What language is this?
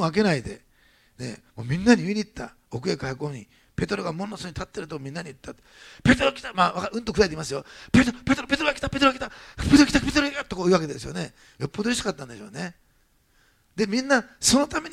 Japanese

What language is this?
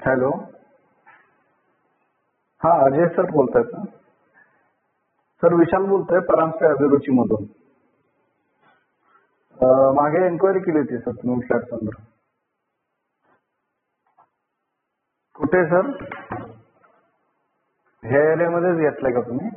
Marathi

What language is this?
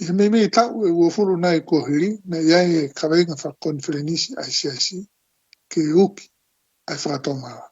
Tongan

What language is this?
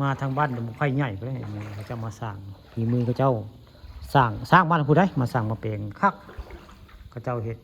Northeastern Thai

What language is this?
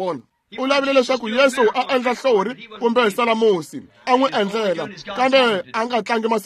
Tsonga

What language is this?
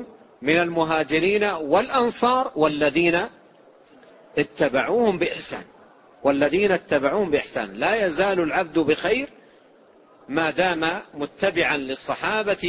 Arabic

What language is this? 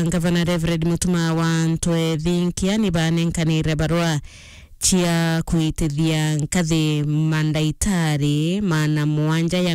Meru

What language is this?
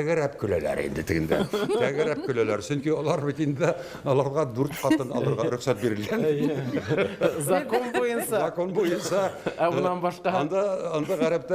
Bashkir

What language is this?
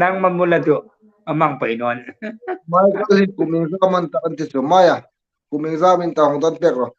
Hmar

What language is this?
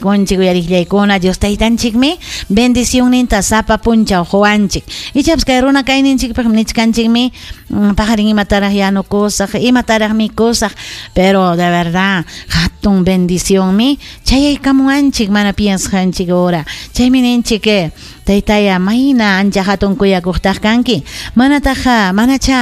Ayacucho Quechua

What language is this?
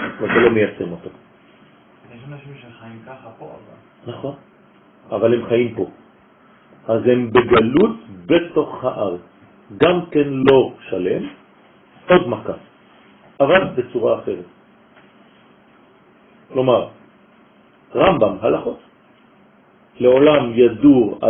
Hebrew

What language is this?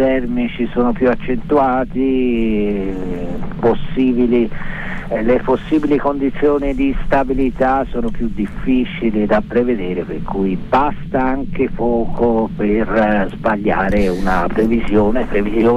Italian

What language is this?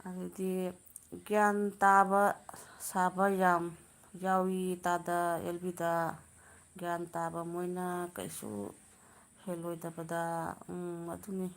Manipuri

